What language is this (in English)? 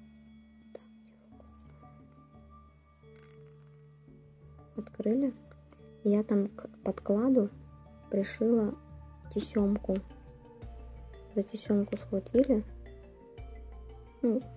Russian